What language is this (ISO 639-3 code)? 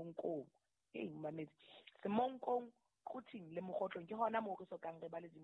sot